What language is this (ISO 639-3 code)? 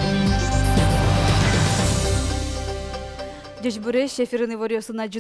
udm